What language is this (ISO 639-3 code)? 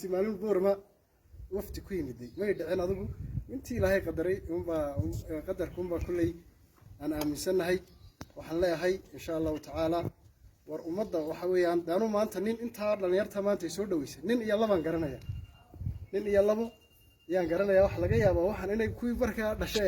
som